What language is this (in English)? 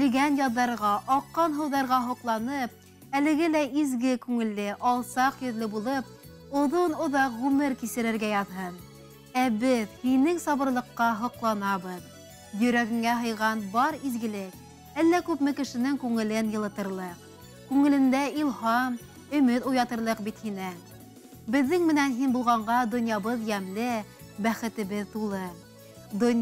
Bashkir